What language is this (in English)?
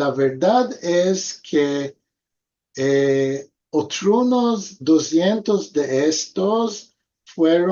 Ladino